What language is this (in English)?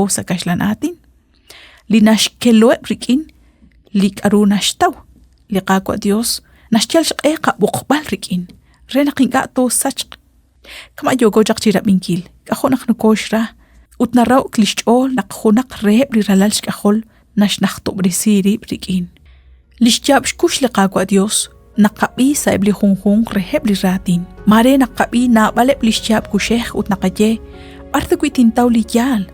Kekchí